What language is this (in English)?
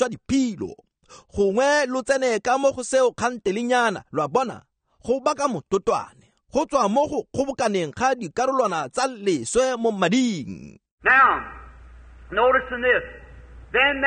Tswana